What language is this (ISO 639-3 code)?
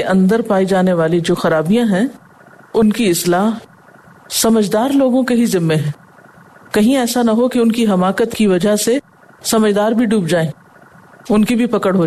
urd